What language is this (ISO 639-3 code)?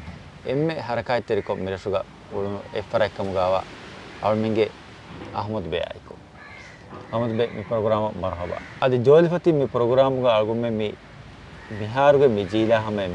div